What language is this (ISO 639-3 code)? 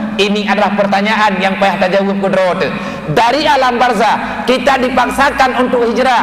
ace